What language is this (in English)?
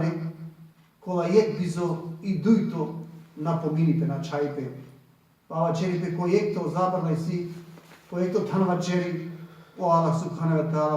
Balkan Romani